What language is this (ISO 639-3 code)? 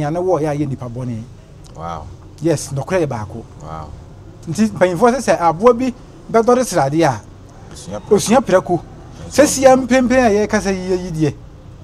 aka